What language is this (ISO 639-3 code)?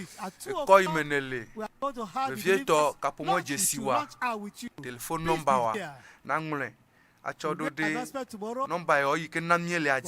ewe